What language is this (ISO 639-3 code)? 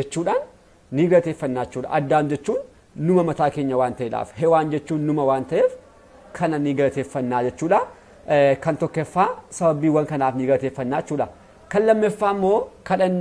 orm